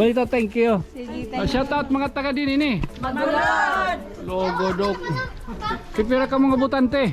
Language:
Waray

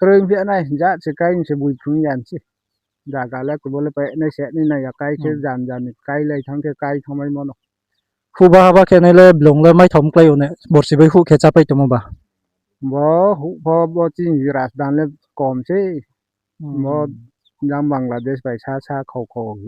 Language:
Riang (India)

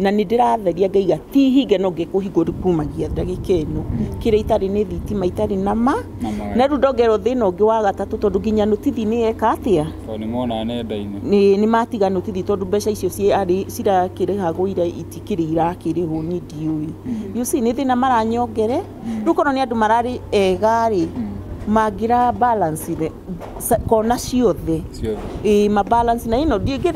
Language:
Kikuyu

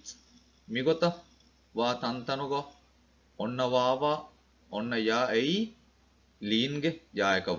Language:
Divehi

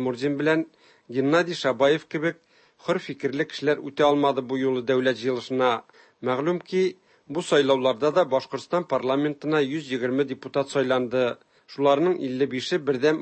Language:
Tatar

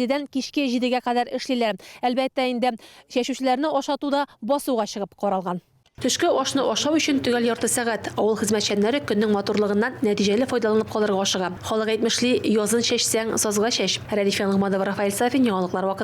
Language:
Tatar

